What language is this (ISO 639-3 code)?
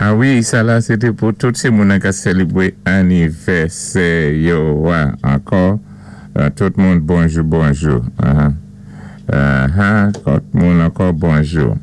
acf